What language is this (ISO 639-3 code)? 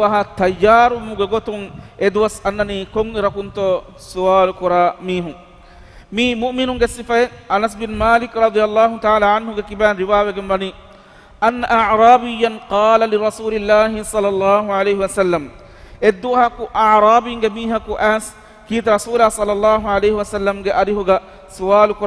div